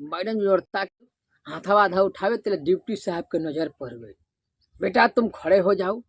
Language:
Bhojpuri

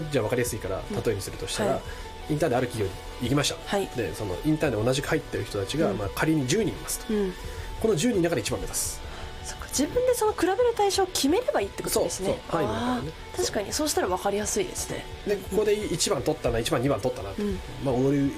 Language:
Japanese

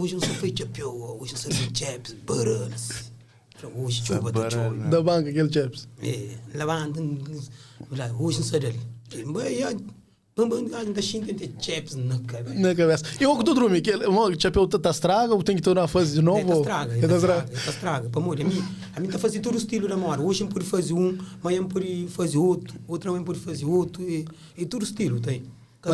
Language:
Kabuverdianu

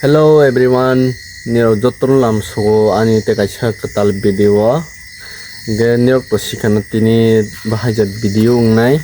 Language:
Kok Borok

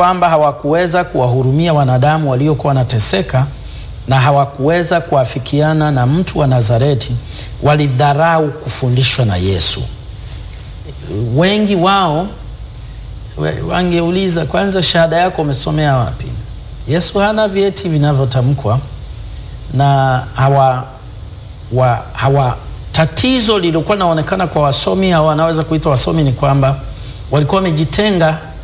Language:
Swahili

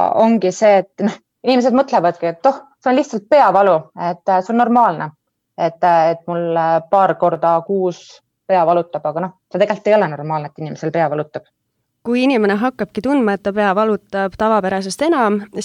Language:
Estonian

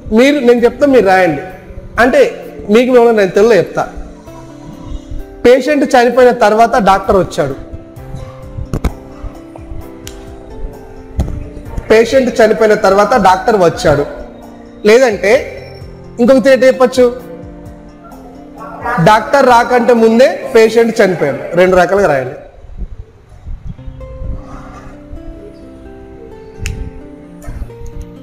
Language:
Telugu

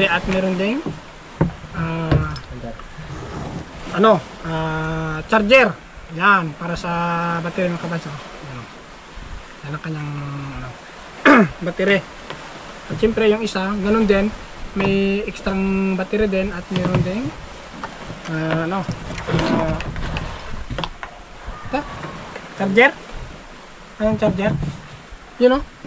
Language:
Filipino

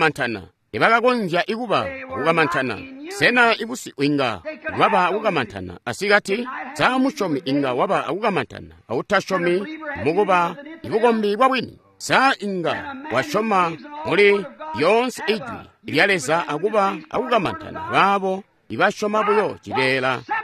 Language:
Tonga (Zambia)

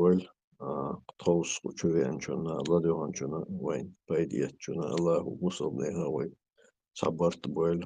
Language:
Chechen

